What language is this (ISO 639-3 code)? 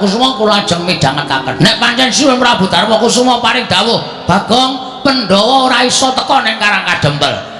jav